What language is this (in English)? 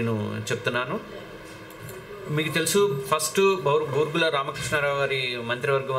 Telugu